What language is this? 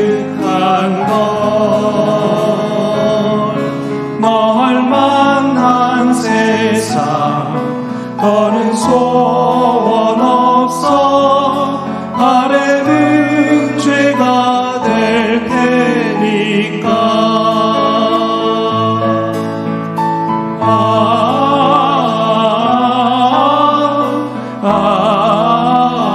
Korean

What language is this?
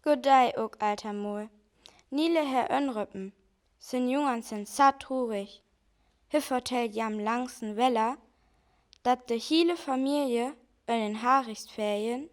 Northern Frisian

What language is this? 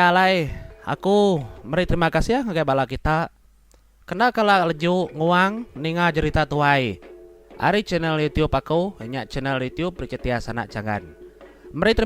Iban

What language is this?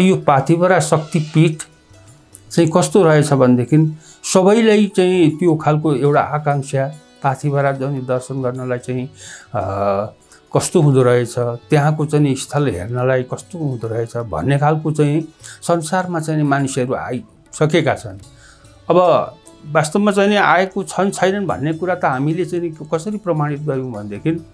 Nepali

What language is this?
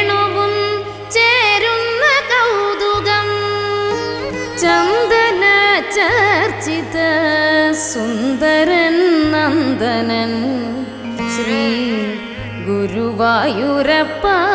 Malayalam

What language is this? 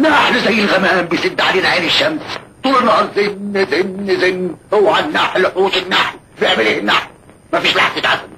Egyptian Arabic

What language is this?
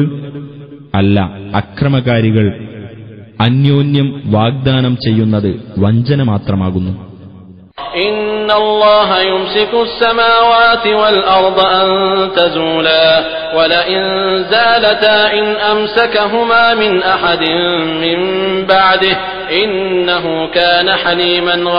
Malayalam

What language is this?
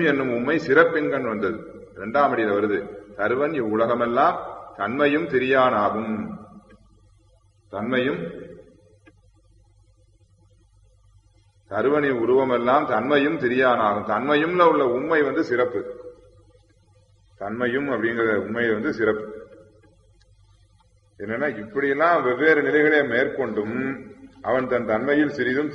Tamil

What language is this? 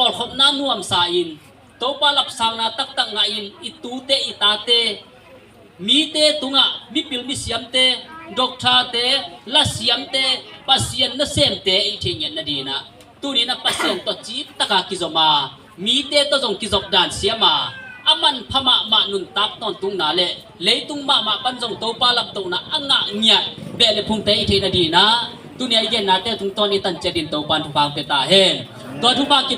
Tedim Chin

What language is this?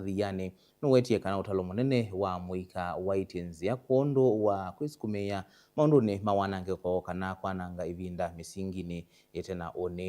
Kamba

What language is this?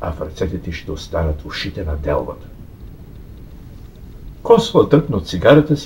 Bulgarian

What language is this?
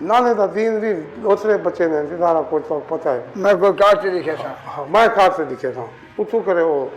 Saraiki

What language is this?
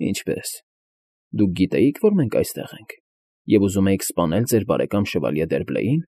Armenian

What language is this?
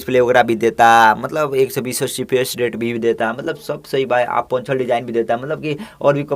Bhojpuri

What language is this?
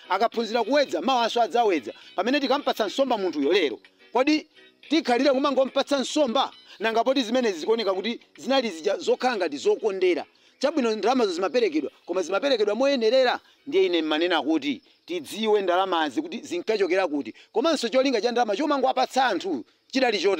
Nyanja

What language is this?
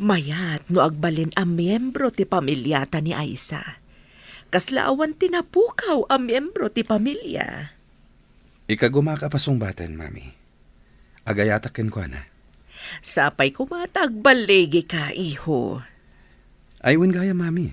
Iloko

